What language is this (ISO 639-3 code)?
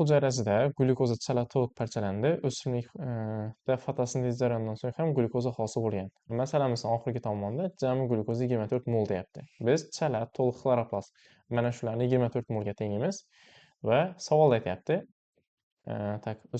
uzb